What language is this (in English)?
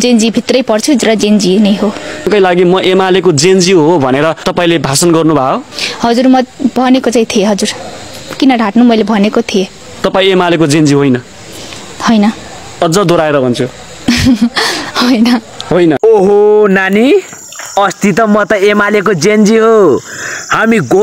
Nepali